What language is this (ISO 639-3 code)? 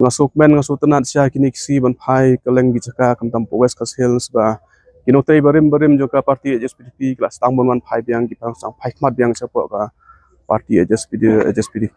kha